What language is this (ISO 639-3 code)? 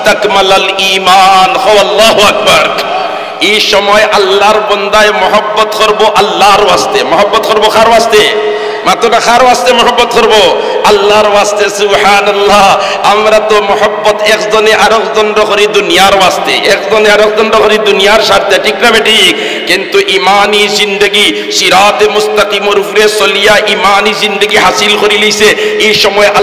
syl